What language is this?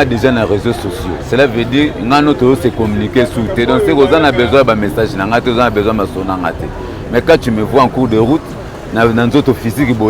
Lingala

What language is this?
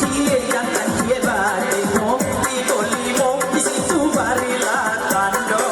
Minangkabau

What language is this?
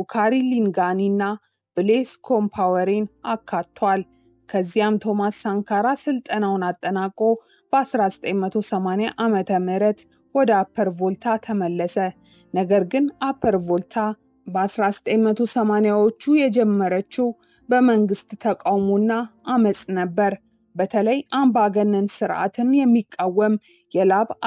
Amharic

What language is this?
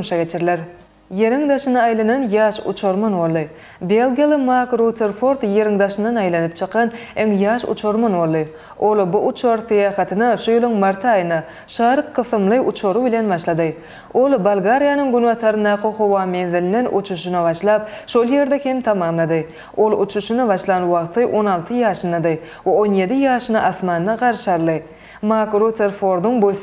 Turkmen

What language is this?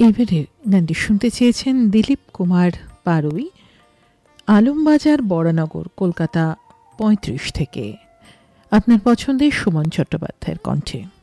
Bangla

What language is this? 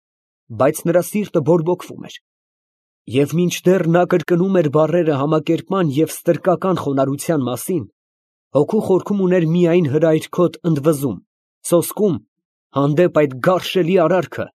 Armenian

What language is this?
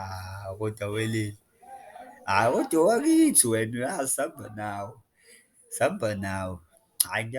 Zulu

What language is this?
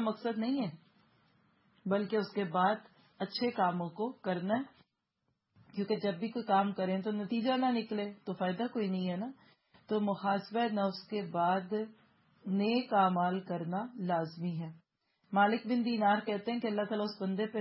Urdu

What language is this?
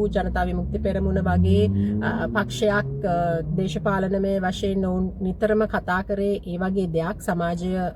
Sinhala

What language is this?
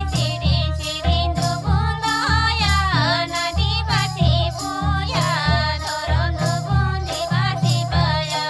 Santali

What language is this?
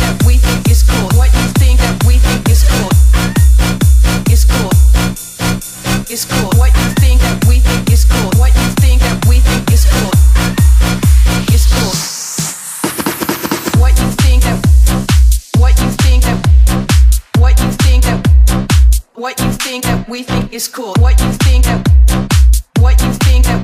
English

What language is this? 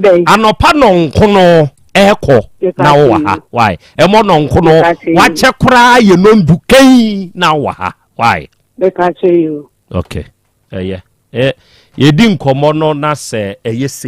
Akan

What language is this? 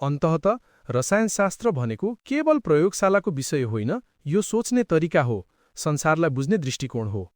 Nepali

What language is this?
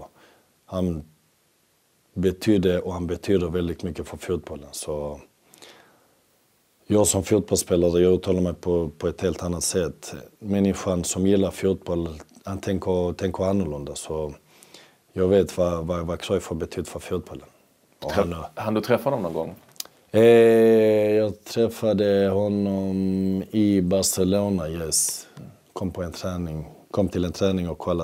Swedish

